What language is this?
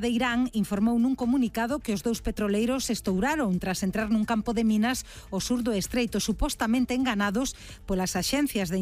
Galician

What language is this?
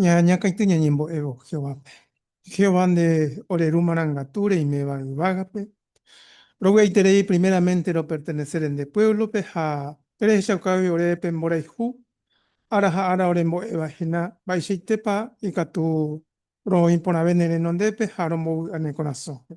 Guarani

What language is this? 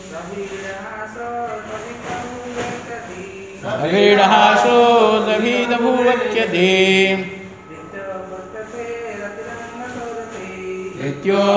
Odia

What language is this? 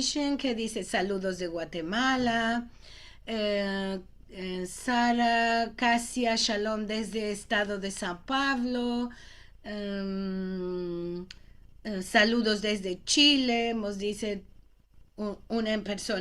Ladino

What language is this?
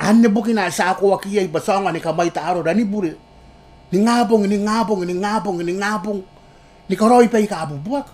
Gilbertese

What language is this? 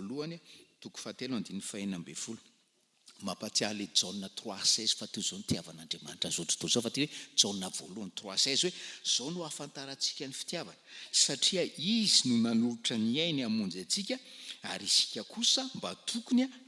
Malagasy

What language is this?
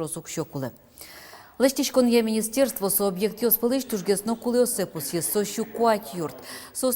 Udmurt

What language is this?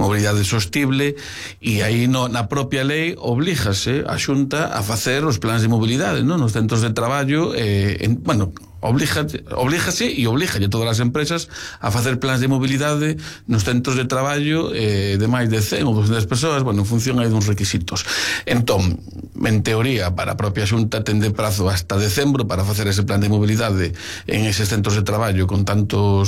Galician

